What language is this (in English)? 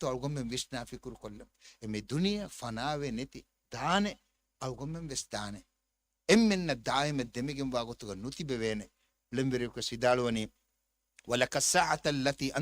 Divehi